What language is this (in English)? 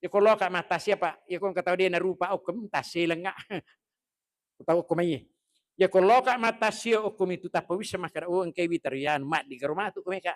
Buginese